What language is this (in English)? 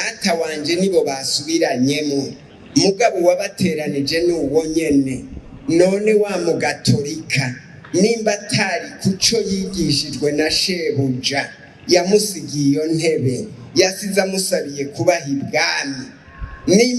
Rundi